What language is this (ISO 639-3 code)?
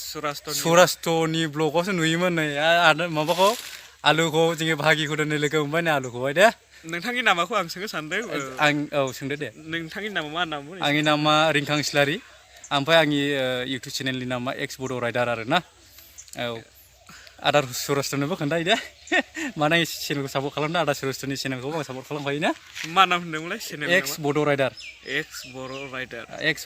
brx